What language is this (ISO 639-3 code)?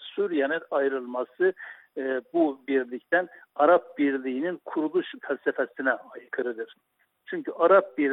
tur